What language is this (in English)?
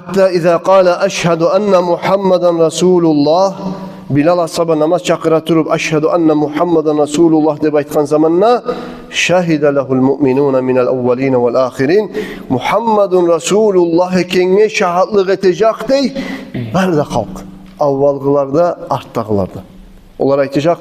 Kumyk